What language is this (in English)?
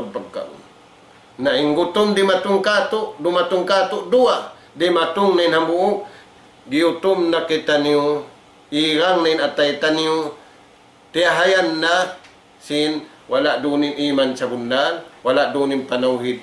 Tausug